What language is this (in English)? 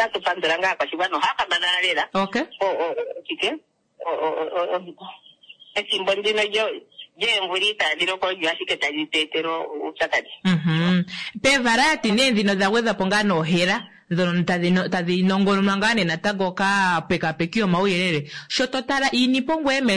Kuanyama